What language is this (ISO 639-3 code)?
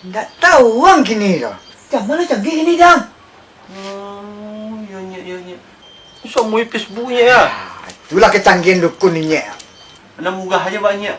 min